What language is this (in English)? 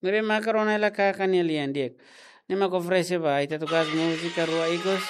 Tetum